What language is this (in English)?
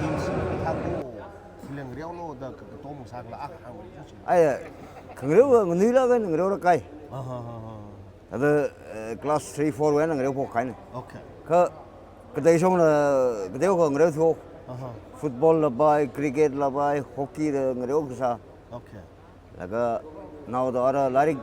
Tangkhul Naga (India)